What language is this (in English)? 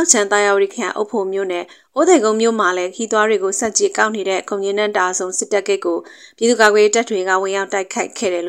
Burmese